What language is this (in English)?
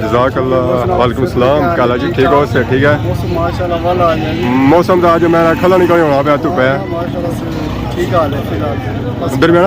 Pahari-Potwari